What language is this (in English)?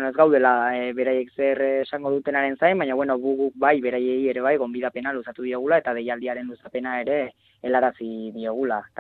Basque